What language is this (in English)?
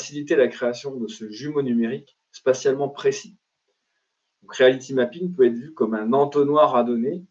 French